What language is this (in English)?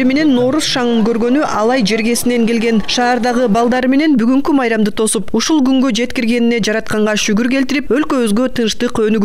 Kyrgyz